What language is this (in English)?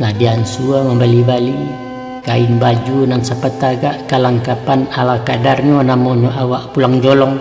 Minangkabau